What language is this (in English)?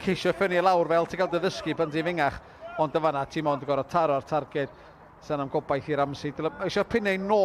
Welsh